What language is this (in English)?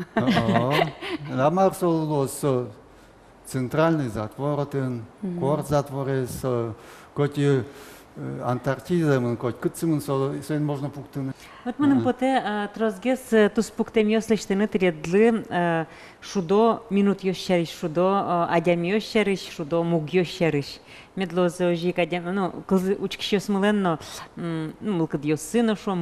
Udmurt